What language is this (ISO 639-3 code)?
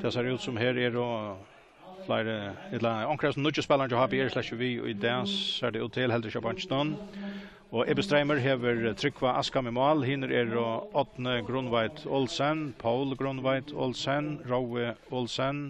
fao